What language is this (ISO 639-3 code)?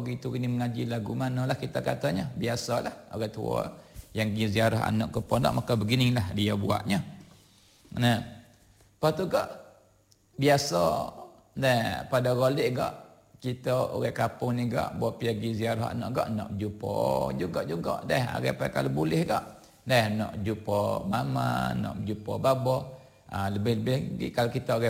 msa